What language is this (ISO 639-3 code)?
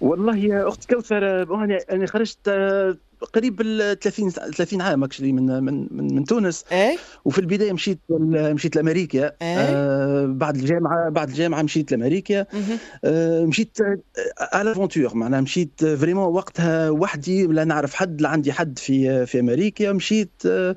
aeb